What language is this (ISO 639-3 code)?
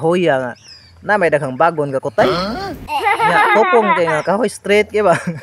ceb